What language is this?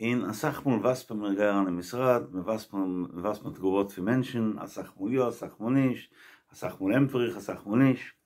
Yiddish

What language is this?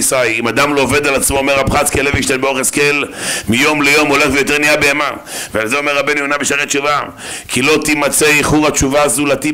Hebrew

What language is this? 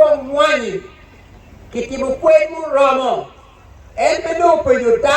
Acoli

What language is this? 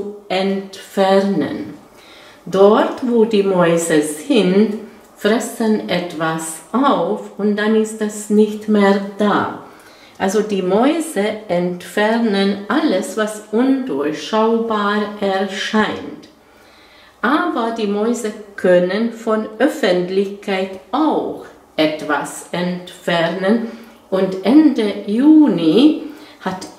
German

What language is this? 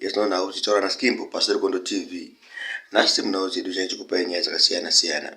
Shona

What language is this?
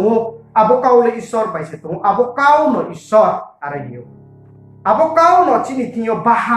Riang (India)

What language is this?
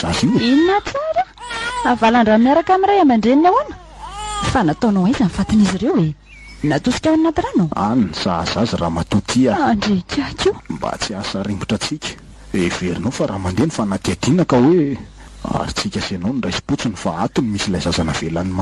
Malagasy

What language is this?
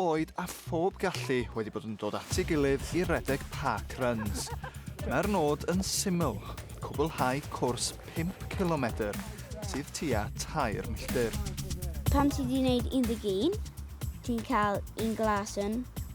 Welsh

